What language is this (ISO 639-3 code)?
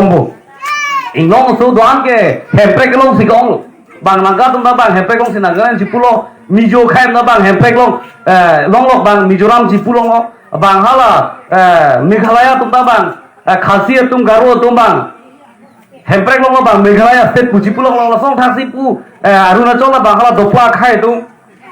mjw